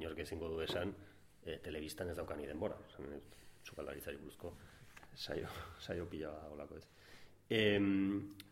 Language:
Basque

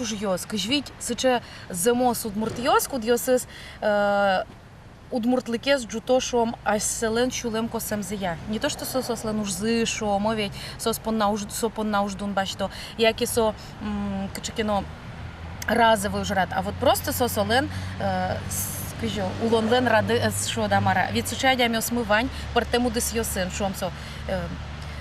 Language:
Udmurt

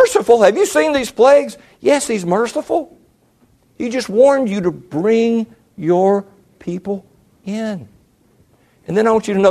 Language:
English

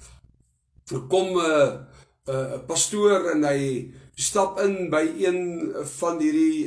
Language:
Afrikaans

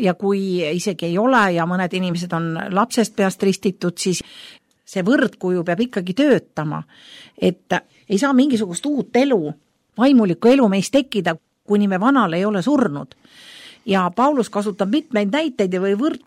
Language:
Estonian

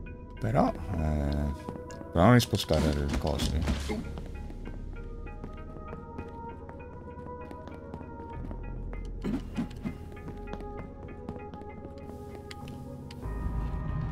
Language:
Italian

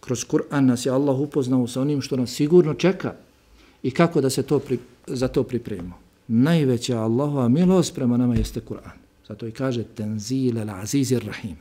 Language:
Bosnian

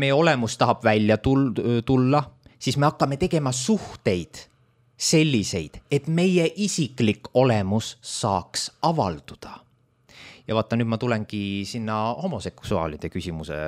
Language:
Estonian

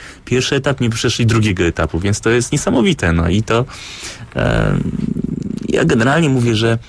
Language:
Polish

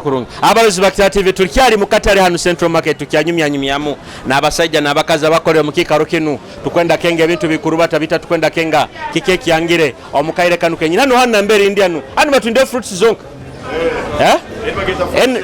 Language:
Nyoro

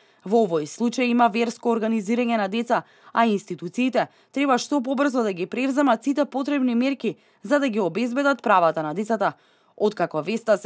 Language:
Macedonian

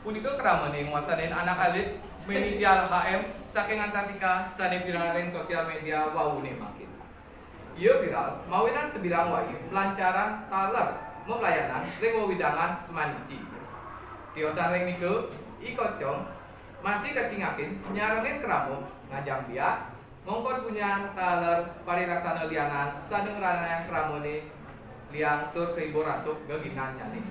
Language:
Balinese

